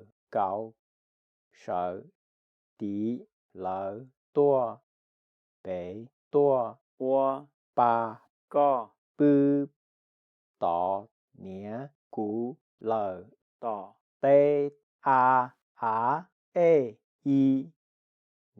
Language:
Hmong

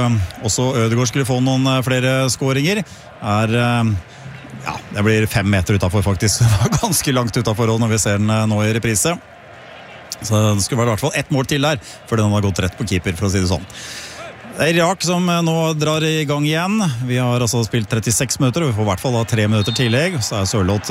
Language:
Norwegian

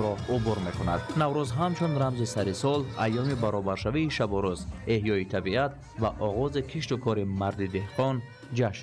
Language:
Tajik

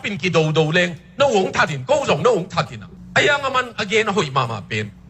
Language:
Tedim Chin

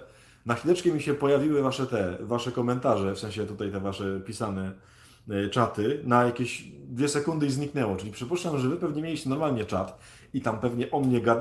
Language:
Polish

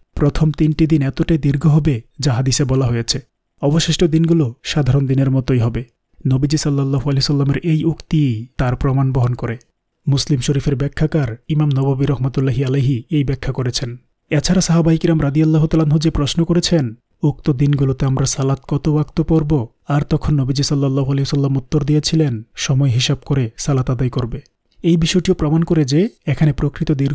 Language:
Bangla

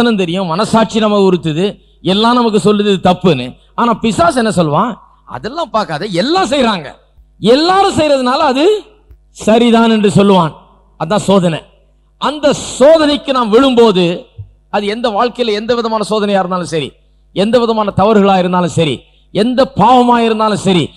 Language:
Tamil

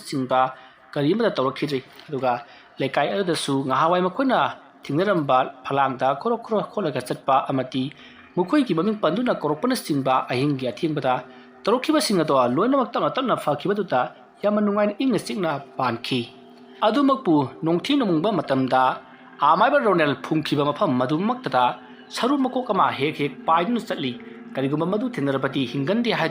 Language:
Manipuri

